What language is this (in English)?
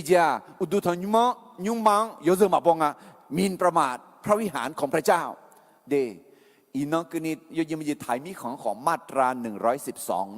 Akha